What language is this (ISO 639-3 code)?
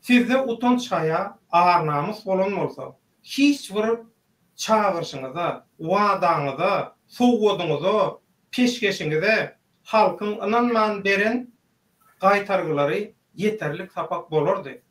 tuk